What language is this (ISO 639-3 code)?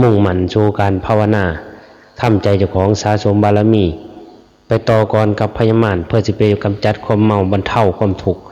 tts